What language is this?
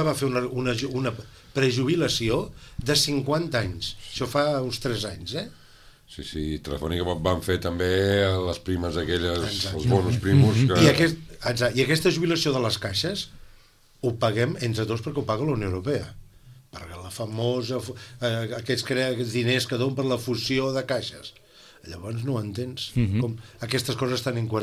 Catalan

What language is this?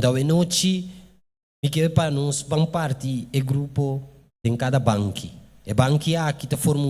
Papiamento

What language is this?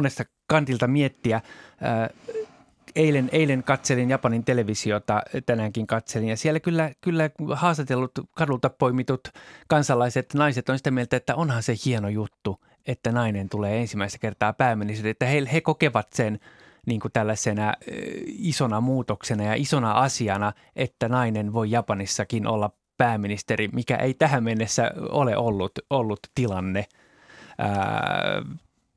Finnish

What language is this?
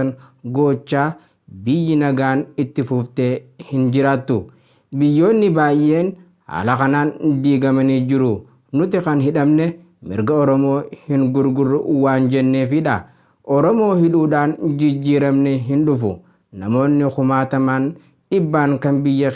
Oromo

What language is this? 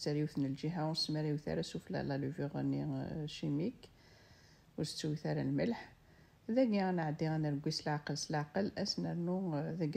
Kabyle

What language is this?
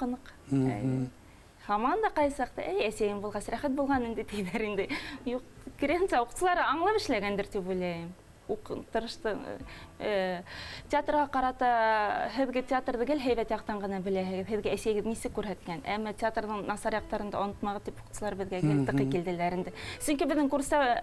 Bashkir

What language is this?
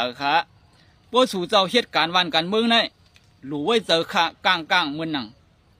Shan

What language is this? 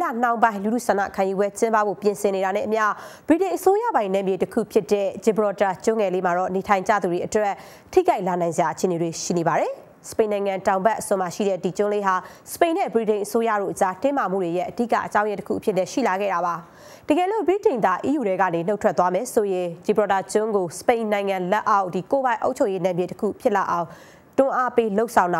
Burmese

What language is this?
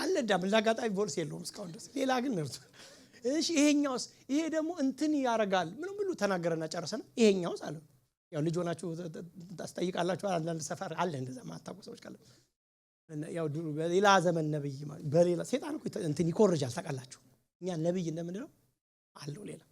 Amharic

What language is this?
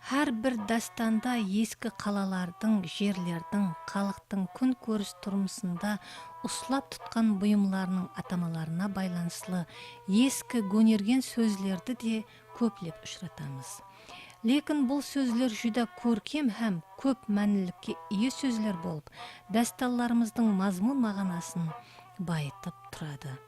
Kara-Kalpak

